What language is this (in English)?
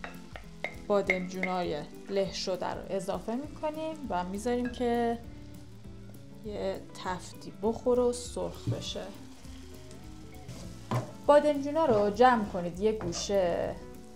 Persian